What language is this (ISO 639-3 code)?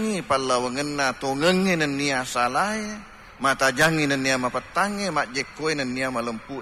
bug